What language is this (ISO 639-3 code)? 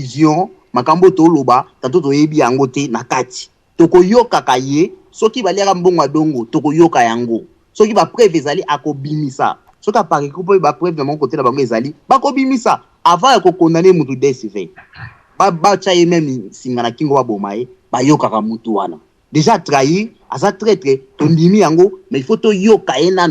lin